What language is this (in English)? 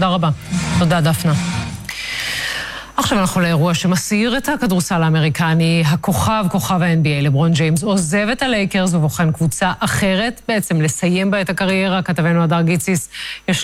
Hebrew